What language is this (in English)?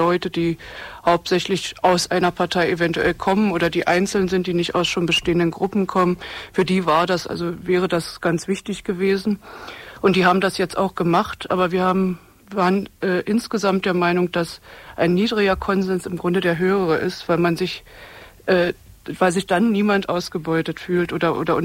German